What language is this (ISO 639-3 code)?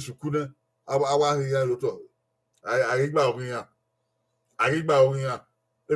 bin